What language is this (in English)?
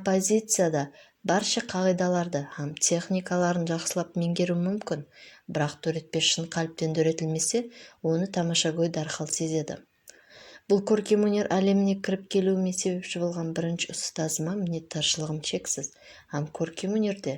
Kara-Kalpak